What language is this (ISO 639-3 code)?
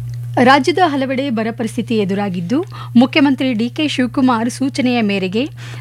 kan